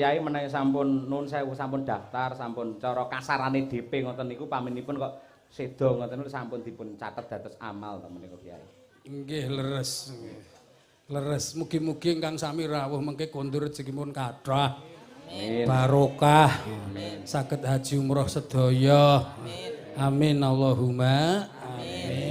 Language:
Javanese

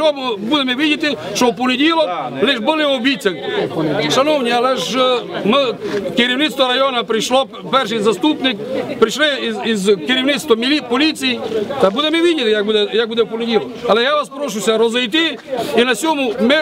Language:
Ukrainian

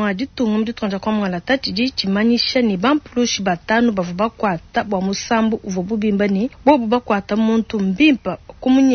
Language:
Luba-Lulua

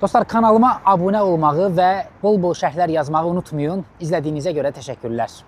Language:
Azerbaijani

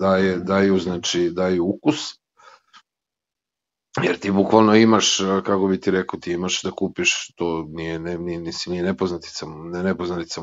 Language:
Serbian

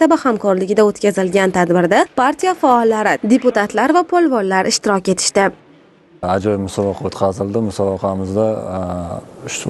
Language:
Uzbek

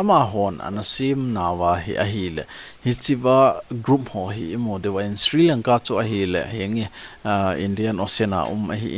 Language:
Thado Chin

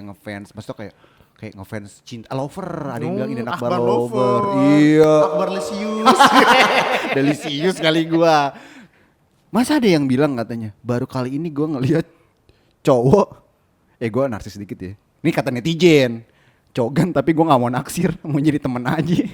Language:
Betawi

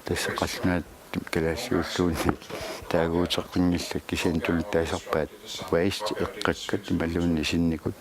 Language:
Kalaallisut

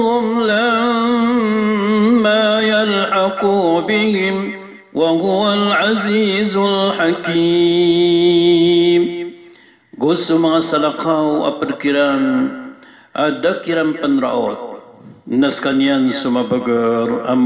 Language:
Maranao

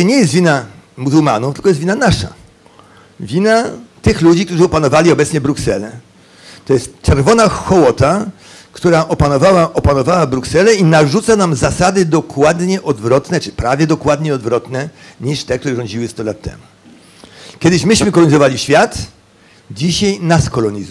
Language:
Polish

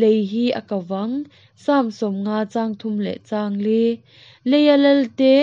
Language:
Hakha Chin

